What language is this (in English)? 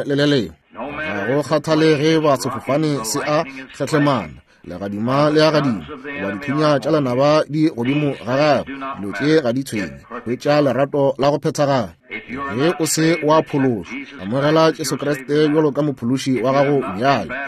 Northern Sotho